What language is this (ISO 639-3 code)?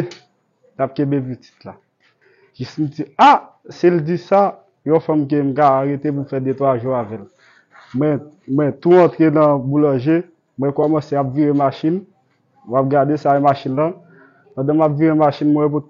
hat